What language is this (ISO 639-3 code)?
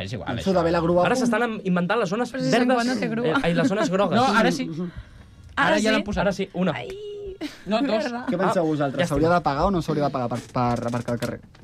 cat